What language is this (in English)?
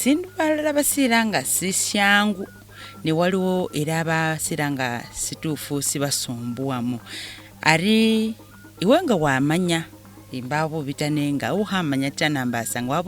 Masaaba